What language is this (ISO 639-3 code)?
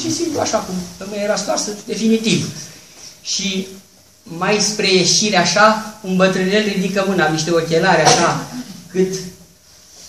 ron